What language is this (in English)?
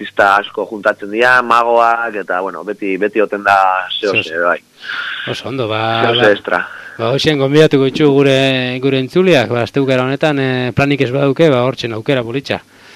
Basque